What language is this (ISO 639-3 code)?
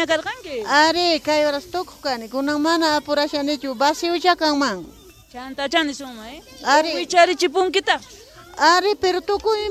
quh